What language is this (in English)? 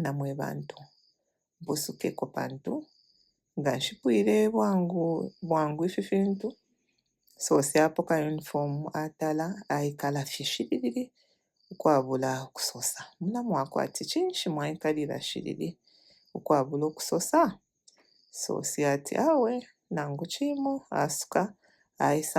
Bemba